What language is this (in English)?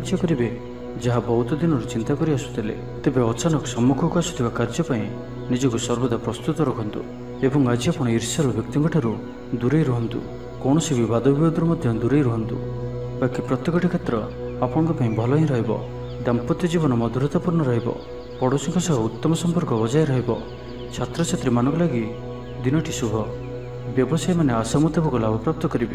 Odia